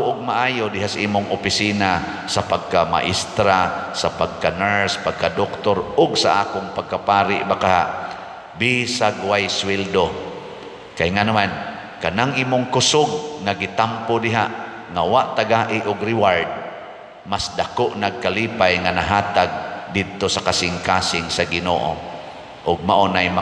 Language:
Cebuano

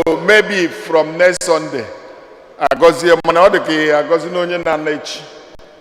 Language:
Igbo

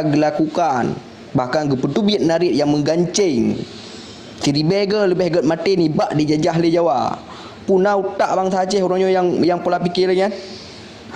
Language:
Achinese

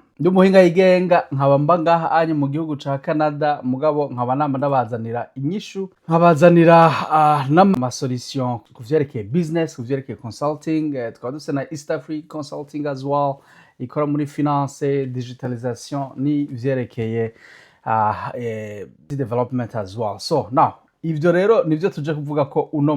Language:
Rundi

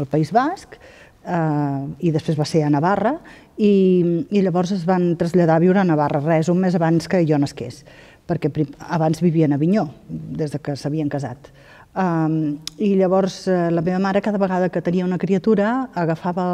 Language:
Catalan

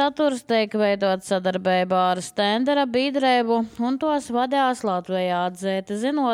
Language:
Latvian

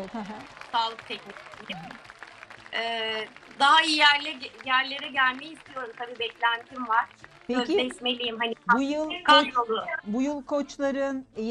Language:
Turkish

